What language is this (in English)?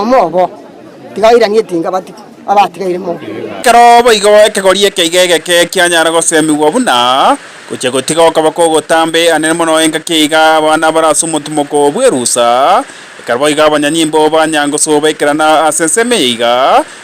Gusii